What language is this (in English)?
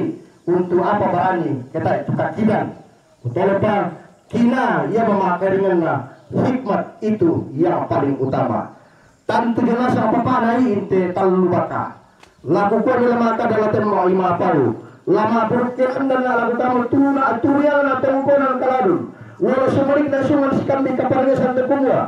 Toraja-Sa'dan